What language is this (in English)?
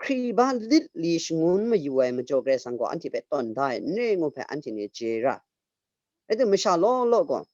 Kachin